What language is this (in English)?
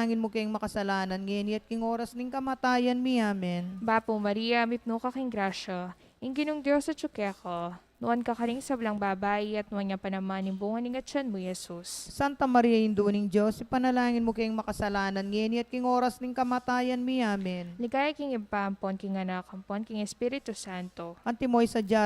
Pampanga